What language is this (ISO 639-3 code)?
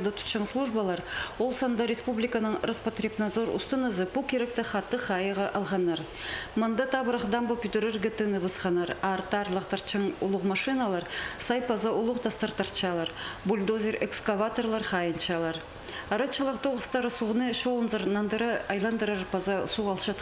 kjh